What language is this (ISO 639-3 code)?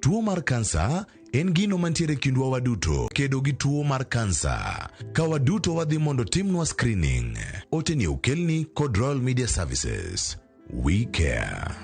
luo